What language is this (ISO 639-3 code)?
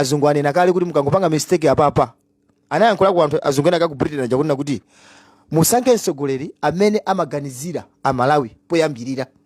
nya